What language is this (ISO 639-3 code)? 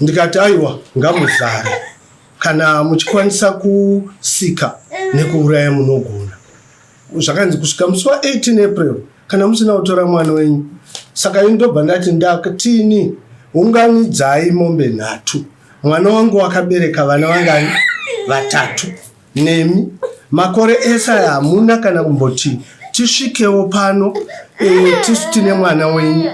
sna